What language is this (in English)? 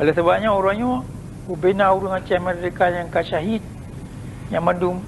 Achinese